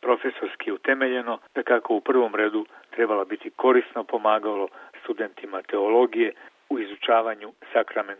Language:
Croatian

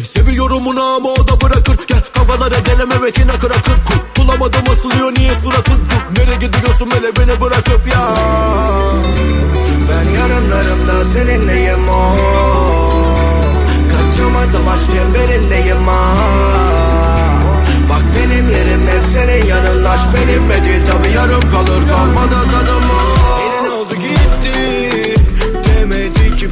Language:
Turkish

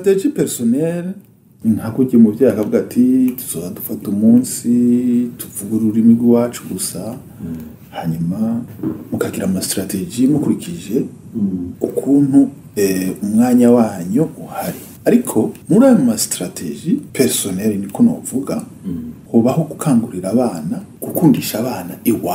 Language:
Rundi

